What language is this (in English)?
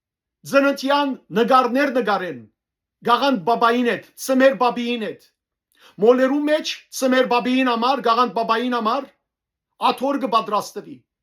Western Armenian